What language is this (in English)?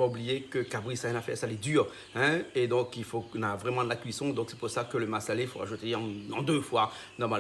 Réunion Creole French